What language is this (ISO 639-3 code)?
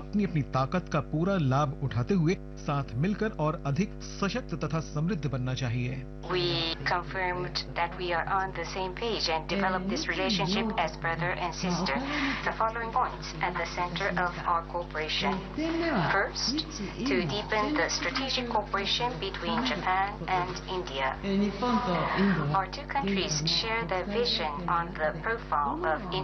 hin